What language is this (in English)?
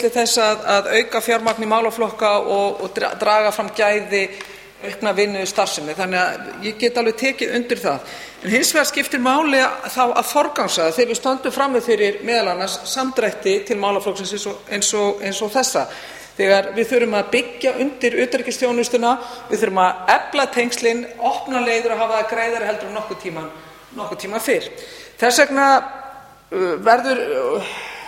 Icelandic